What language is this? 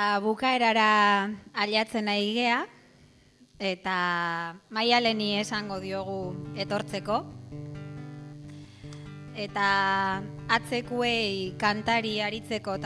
Basque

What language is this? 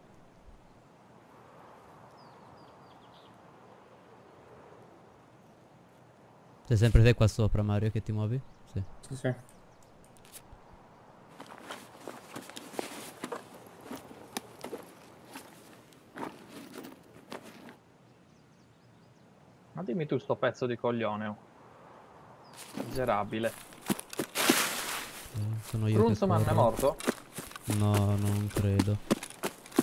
Italian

